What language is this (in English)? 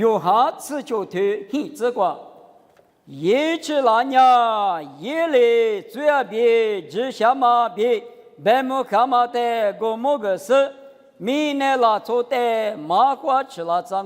Lisu